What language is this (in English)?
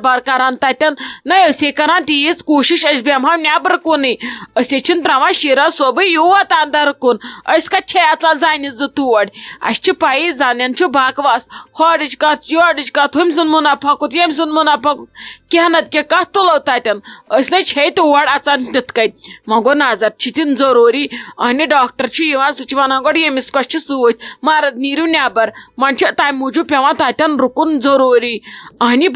Kashmiri